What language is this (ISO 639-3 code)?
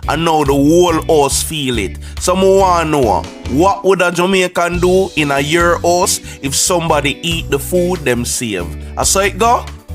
jam